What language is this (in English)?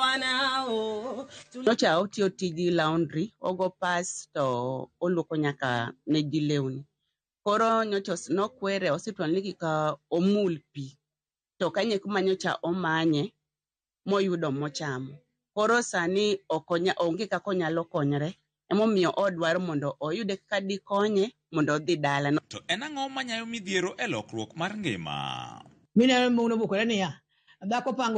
Luo (Kenya and Tanzania)